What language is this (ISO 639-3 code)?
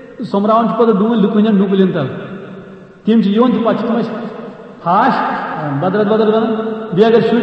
kas